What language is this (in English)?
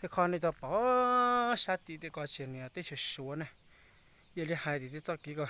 Hmong